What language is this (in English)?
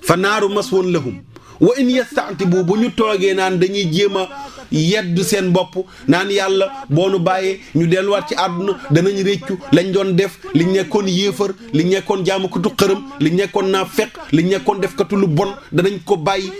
Wolof